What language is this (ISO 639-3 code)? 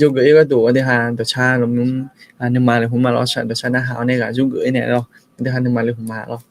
ahk